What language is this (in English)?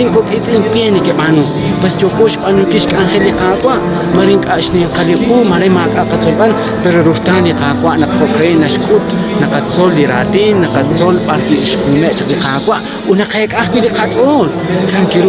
Kekchí